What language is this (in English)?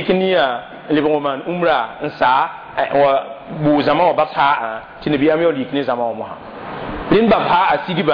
Mossi